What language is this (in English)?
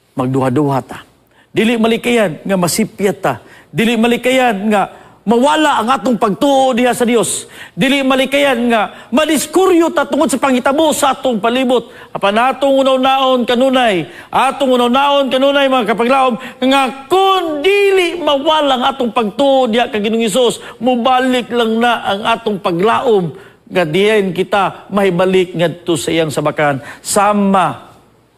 Cebuano